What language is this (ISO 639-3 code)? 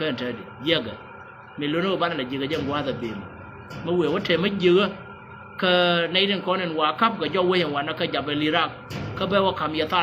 nus